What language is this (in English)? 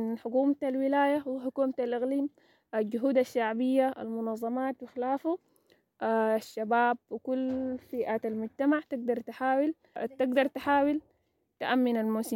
Sudanese Arabic